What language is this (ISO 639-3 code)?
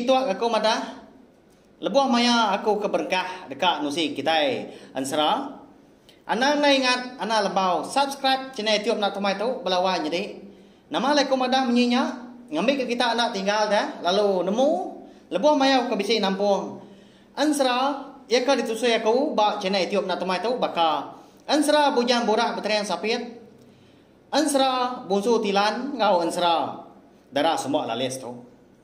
iba